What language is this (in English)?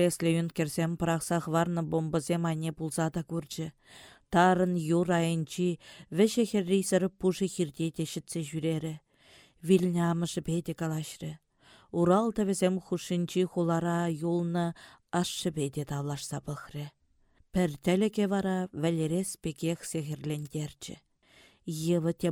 Chuvash